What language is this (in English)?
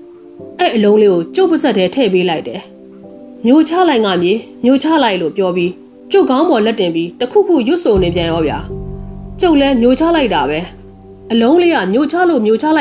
Burmese